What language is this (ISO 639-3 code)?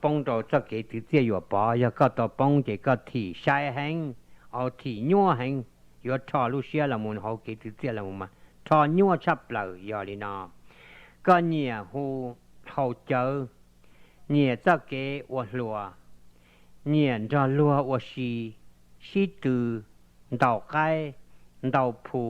hmn